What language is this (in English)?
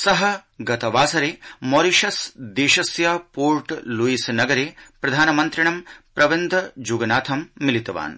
Sanskrit